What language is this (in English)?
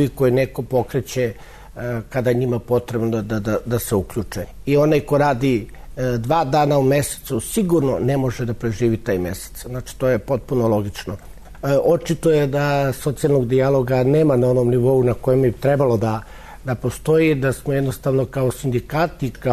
Serbian